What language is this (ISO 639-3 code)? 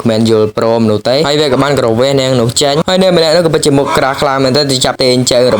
khm